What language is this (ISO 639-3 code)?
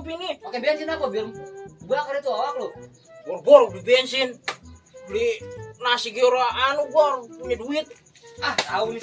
bew